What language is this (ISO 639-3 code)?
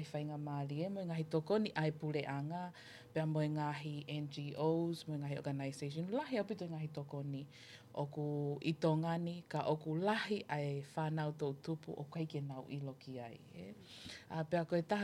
ton